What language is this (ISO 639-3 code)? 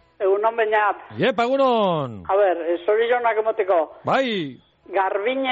eus